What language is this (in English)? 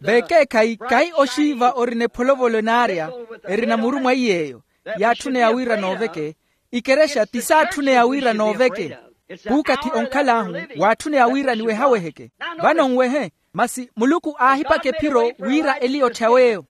Makhuwa